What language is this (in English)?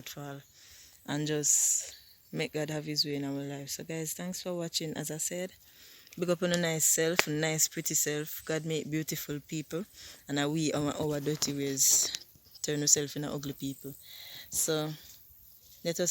Jamaican Creole English